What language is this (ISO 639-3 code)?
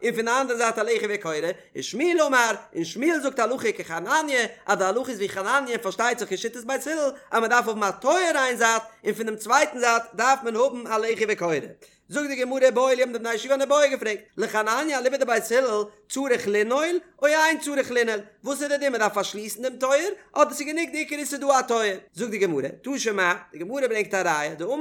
yid